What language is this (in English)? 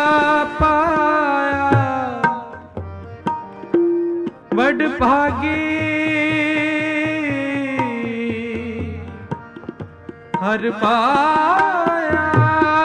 Punjabi